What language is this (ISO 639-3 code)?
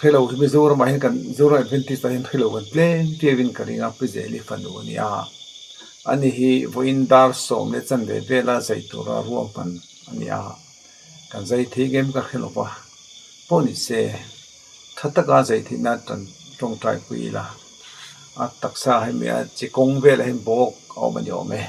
lus